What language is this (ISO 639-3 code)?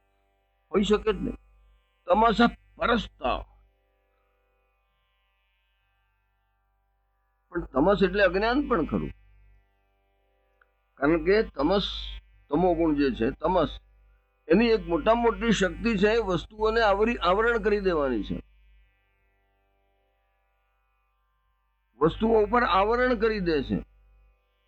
guj